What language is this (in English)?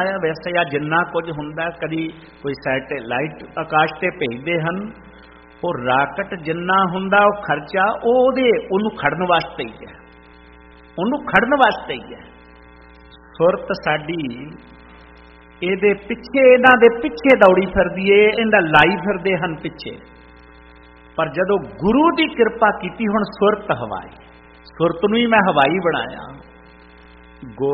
Punjabi